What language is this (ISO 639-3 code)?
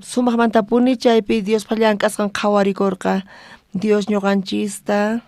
quh